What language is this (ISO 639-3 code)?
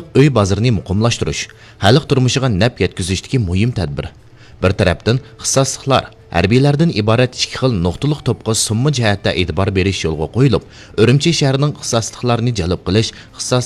uig